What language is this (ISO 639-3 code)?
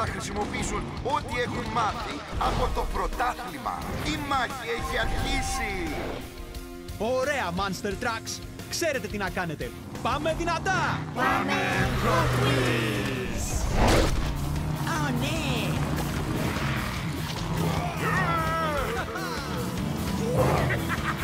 ell